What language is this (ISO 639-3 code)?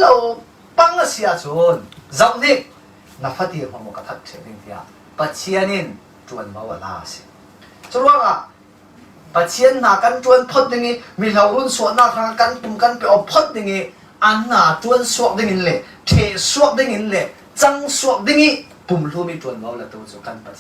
cfm